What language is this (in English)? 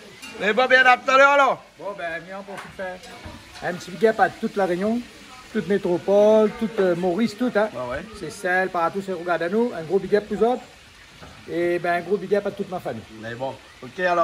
Réunion Creole French